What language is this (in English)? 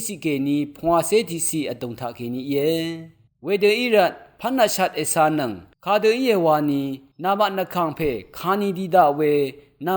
Rawang